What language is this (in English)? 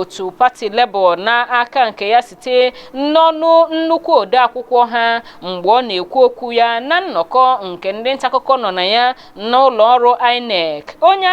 Igbo